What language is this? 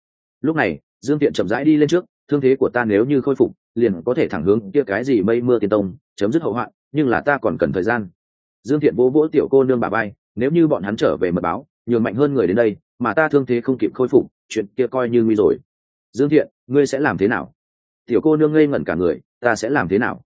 Vietnamese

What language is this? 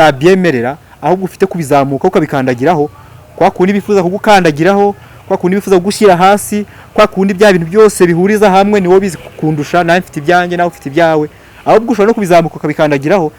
Kinyarwanda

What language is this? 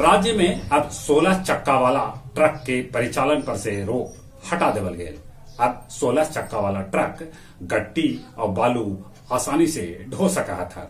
Magahi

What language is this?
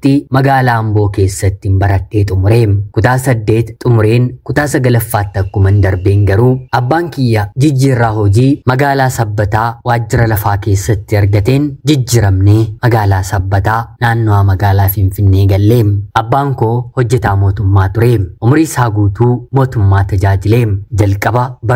Oromo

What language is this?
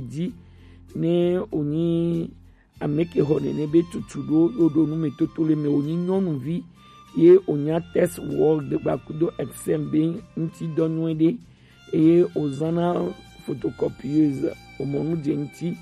Gen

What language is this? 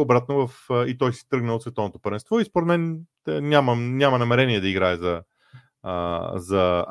Bulgarian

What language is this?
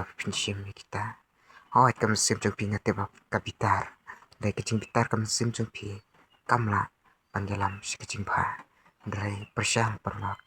Khasi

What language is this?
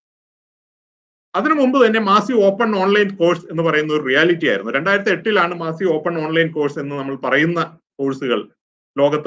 Malayalam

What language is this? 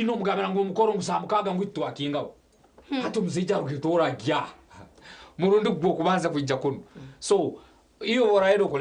Nyankole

